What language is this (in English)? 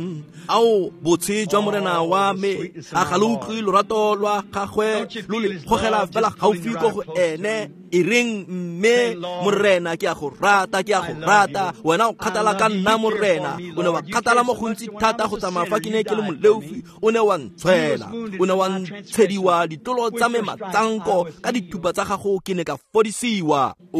Tswana